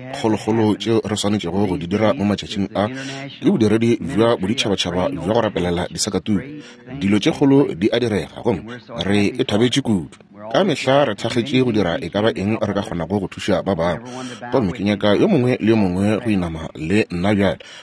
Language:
Northern Sotho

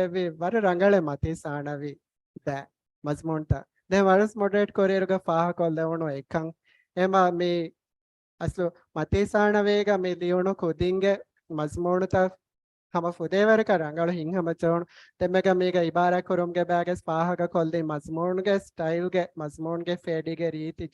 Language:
Divehi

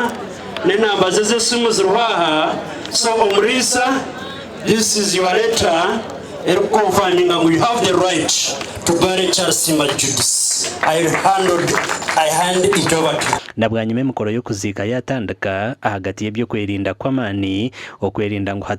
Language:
Nyankole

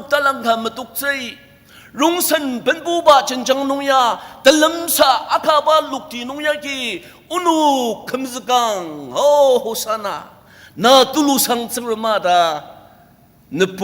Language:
Ao Naga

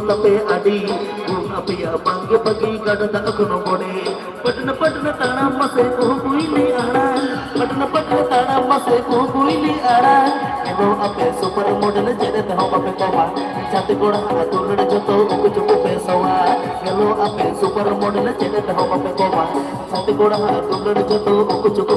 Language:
Santali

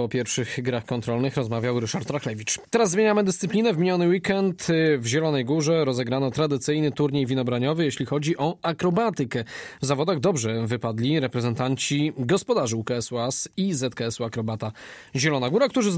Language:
Polish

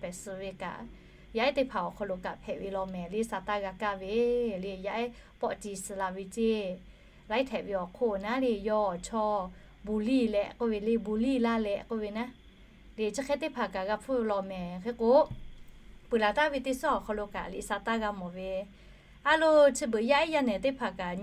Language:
Lahu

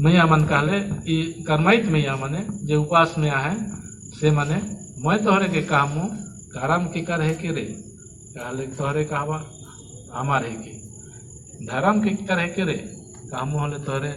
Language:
Sadri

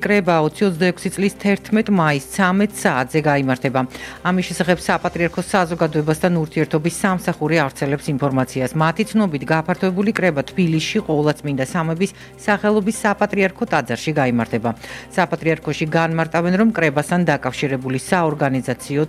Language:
Georgian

